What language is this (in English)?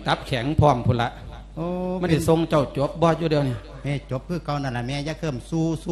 Lao